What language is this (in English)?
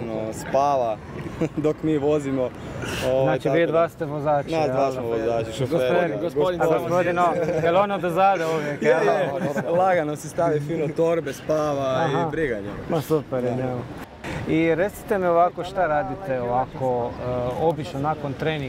Croatian